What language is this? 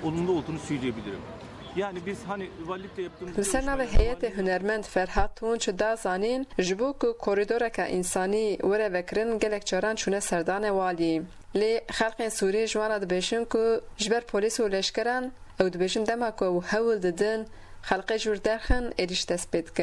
Kurdish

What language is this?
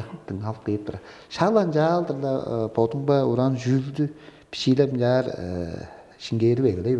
Tuvinian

